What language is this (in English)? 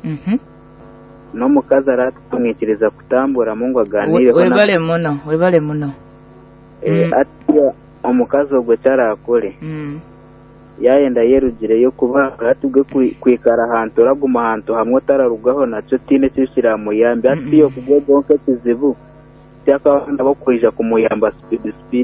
Nyoro